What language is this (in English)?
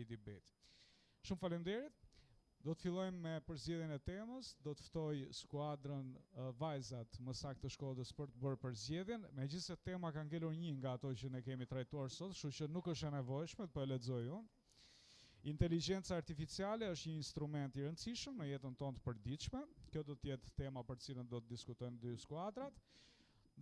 Albanian